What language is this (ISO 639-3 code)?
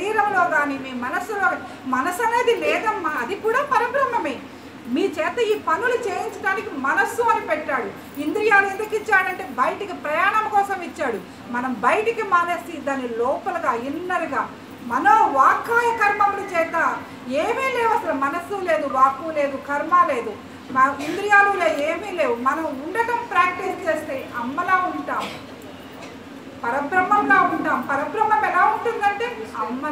tel